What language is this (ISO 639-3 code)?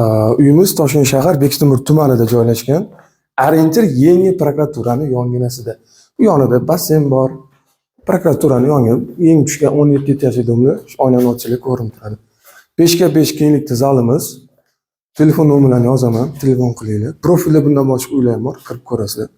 uzb